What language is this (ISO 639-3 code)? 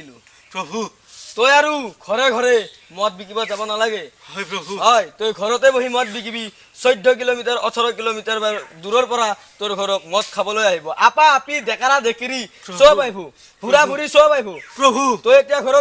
asm